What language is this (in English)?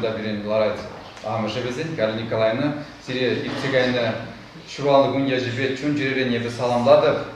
Chuvash